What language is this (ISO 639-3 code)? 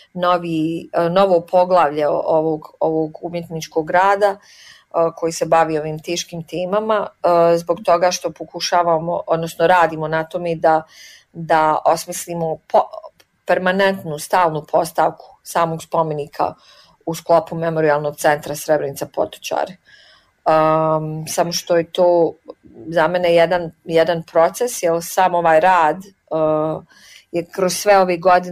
bos